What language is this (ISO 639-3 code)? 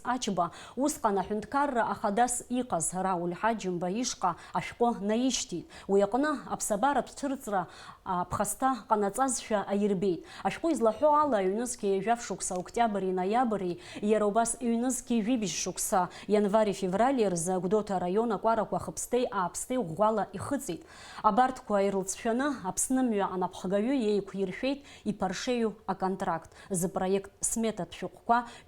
abk